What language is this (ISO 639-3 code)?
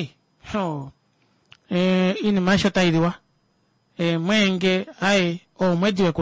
kua